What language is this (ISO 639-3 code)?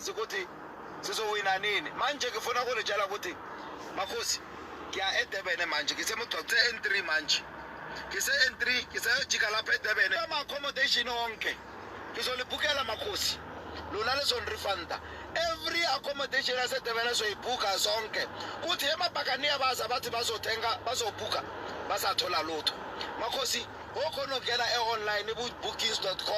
zul